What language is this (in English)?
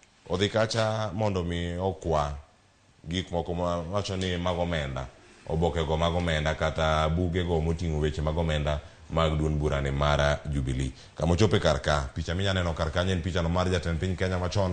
Luo (Kenya and Tanzania)